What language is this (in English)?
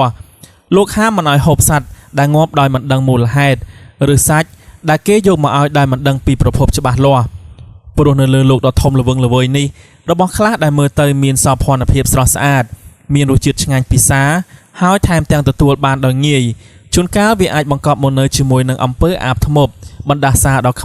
Khmer